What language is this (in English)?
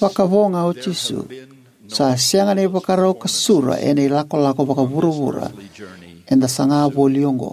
Fijian